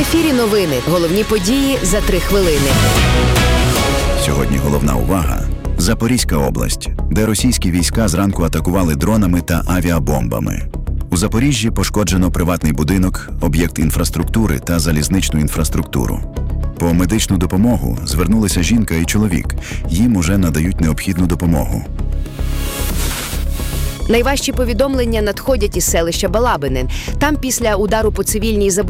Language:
Ukrainian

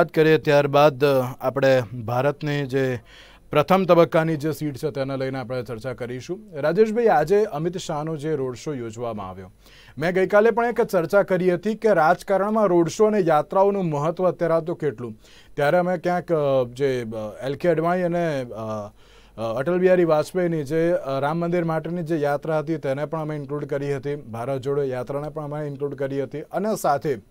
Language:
Gujarati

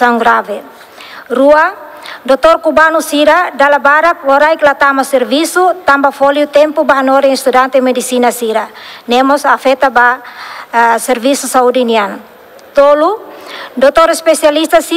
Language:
Tetum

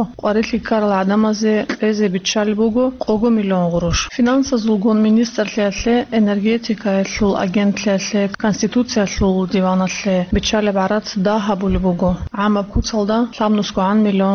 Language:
Avaric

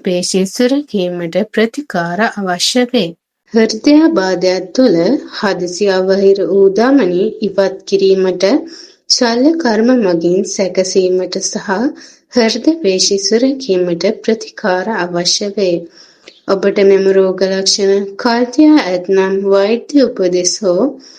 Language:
Sinhala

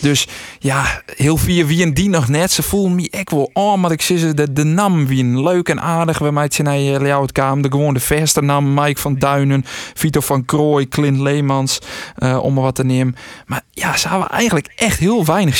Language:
Western Frisian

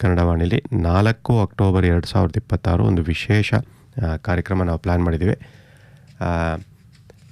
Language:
Kannada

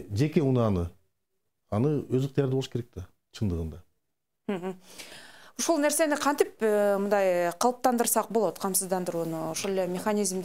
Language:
Kyrgyz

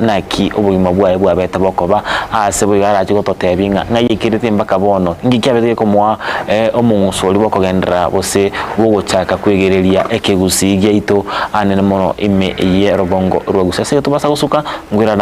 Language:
Gusii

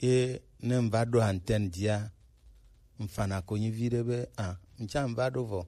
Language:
Gen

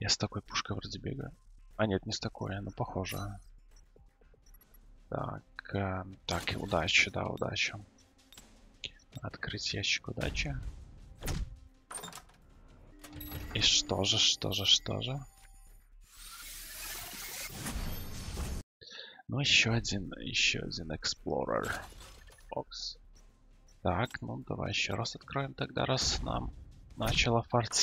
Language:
Russian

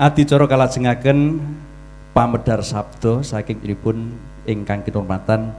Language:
Javanese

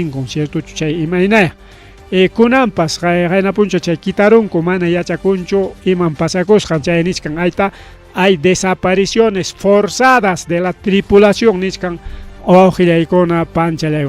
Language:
Ayacucho Quechua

